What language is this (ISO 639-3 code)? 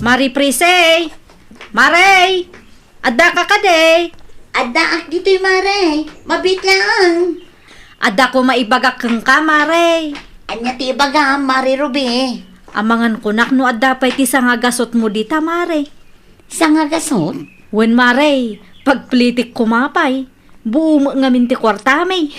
ilo